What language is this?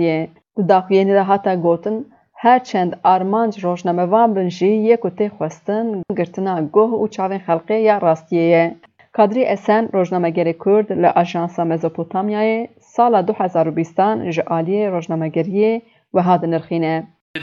Kurdish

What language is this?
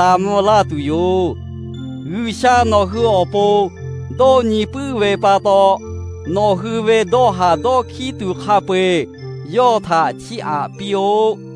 Lahu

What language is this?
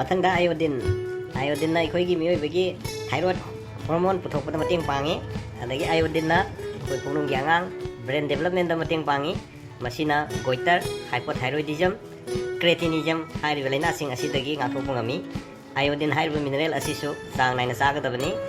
Manipuri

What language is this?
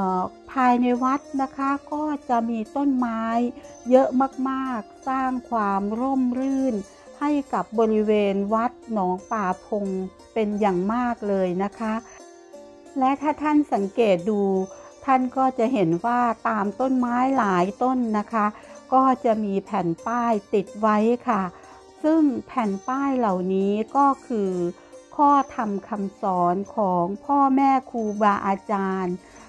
Thai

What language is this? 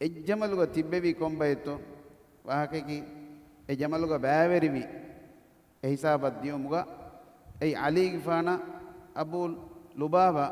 Divehi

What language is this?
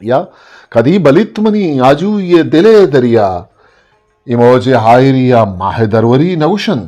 Eastern Balochi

